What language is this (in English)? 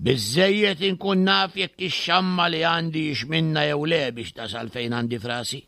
Maltese